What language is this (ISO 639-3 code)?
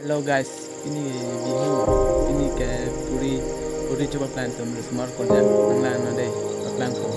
mjw